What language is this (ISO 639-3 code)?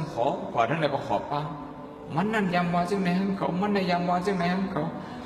shn